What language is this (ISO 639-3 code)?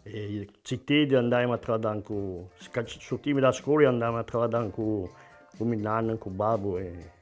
cos